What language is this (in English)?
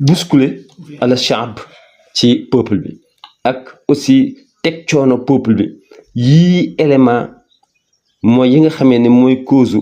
Wolof